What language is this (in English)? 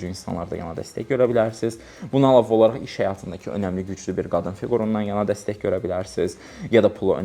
Azerbaijani